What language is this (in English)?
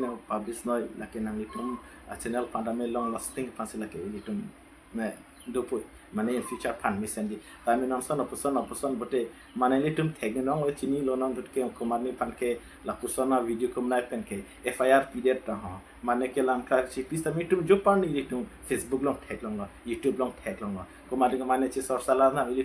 Karbi